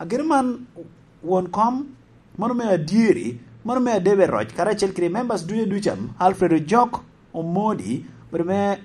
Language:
Lango (Uganda)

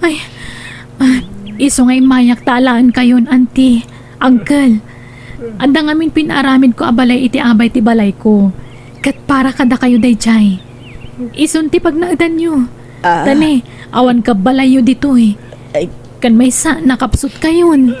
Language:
Iloko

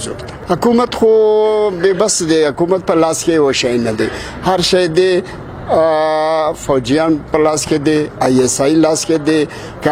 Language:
Pashto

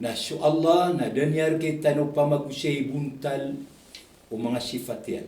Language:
Maranao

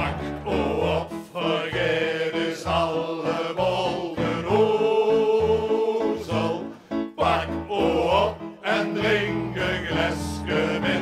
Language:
Limburgish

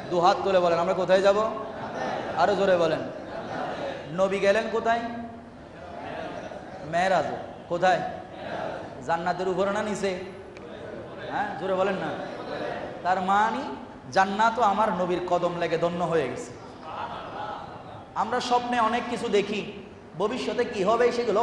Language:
Bangla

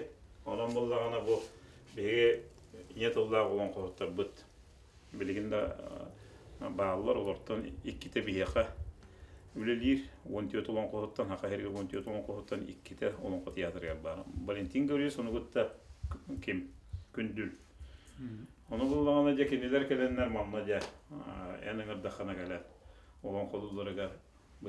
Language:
Yakut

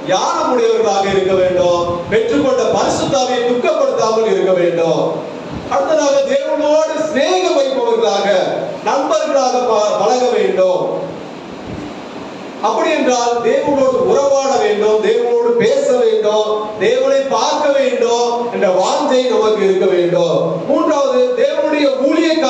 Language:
Tamil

